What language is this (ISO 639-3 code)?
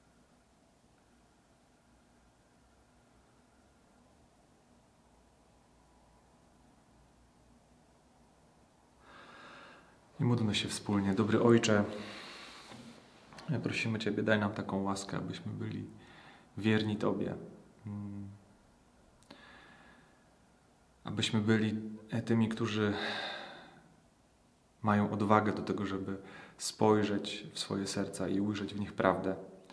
pol